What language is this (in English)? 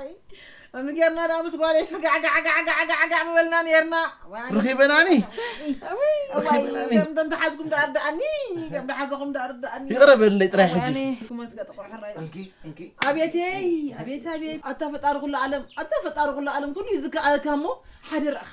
Tigrinya